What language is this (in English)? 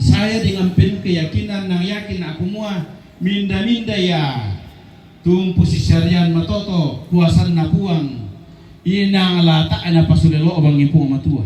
Toraja-Sa'dan